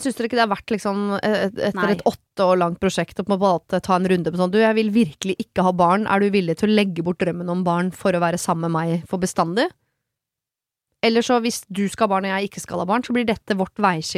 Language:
Norwegian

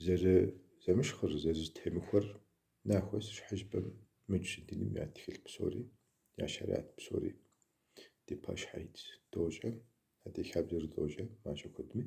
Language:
Kabardian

